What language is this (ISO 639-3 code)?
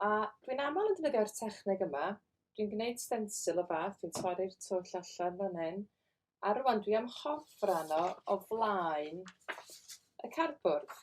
cym